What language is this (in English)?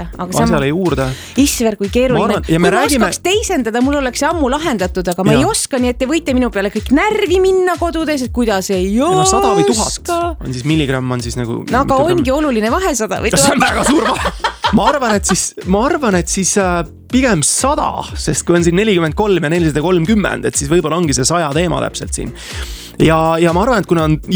Estonian